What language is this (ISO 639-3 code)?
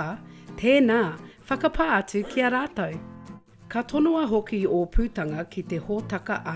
mri